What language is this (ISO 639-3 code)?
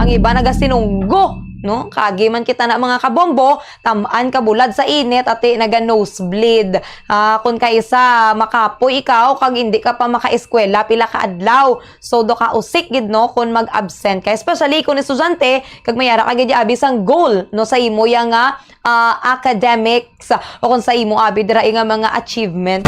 hil